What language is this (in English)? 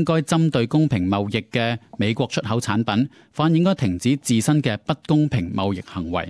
Cantonese